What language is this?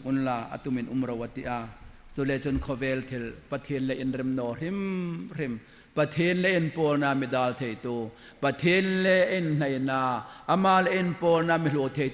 Hmar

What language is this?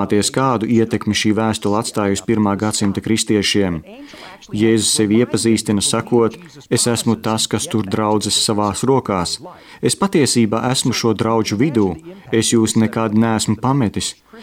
Latvian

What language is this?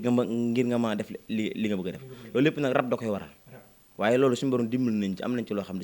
Wolof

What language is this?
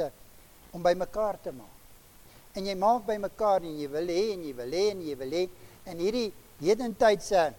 Afrikaans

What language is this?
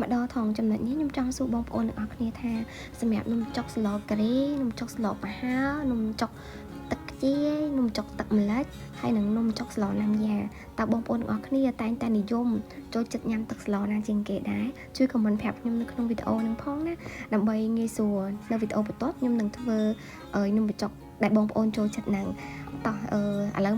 Khmer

